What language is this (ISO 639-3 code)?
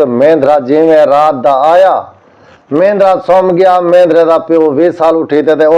skr